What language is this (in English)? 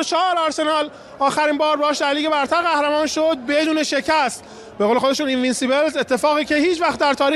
Persian